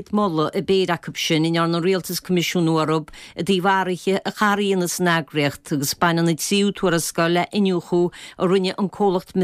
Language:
Irish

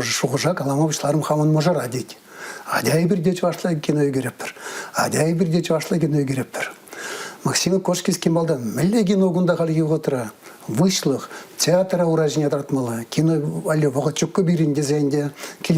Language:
Chuvash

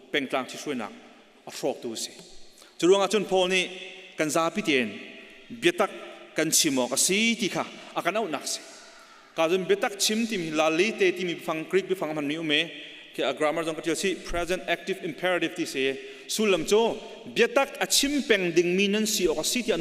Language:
Hakha Chin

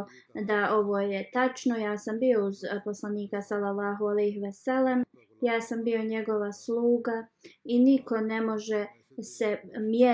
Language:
Bosnian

